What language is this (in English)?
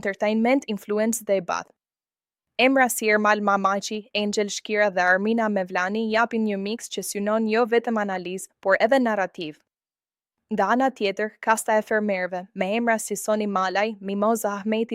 Albanian